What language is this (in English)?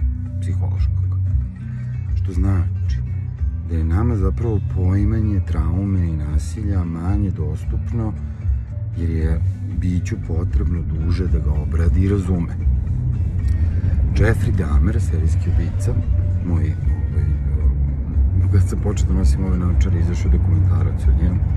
Serbian